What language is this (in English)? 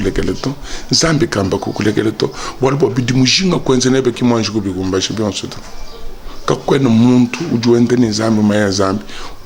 Luba-Lulua